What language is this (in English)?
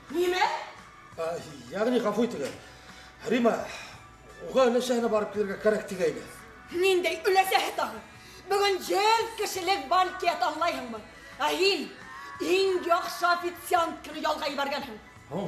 Bashkir